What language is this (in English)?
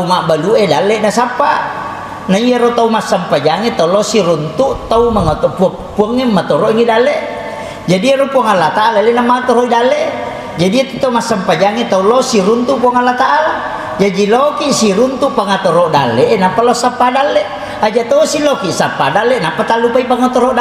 Buginese